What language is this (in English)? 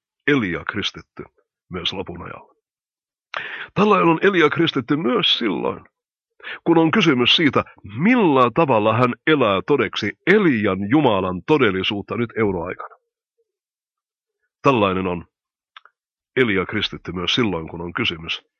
Finnish